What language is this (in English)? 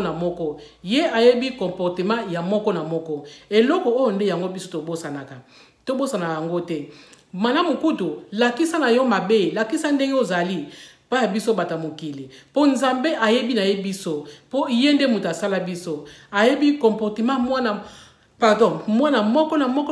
Lingala